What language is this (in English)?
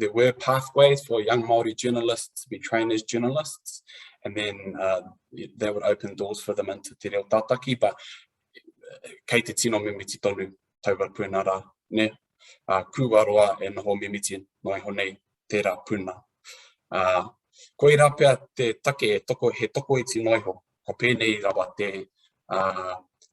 Māori